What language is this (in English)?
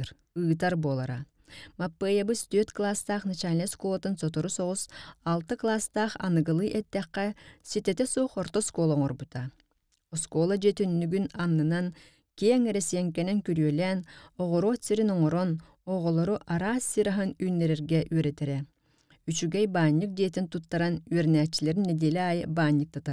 Yakut